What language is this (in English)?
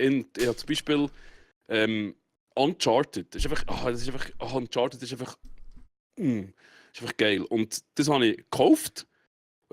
Swiss German